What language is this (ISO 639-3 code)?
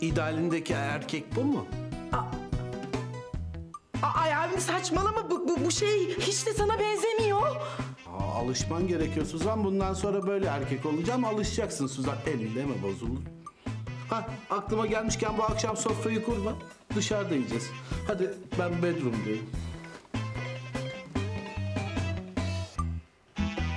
tur